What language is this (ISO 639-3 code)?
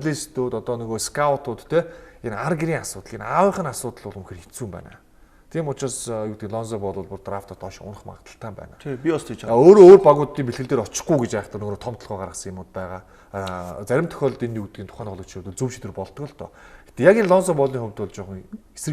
mon